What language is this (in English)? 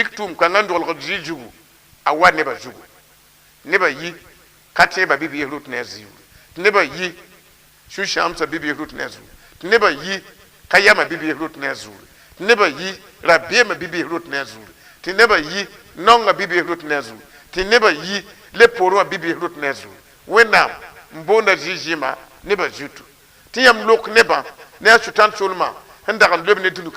Mossi